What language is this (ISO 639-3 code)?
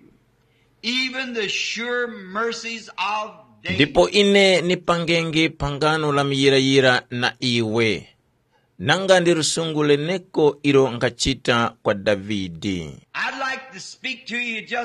tum